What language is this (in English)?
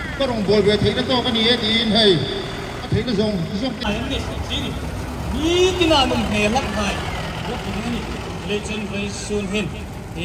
Hmar